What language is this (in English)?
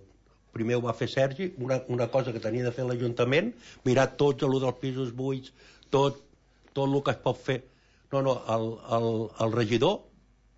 Catalan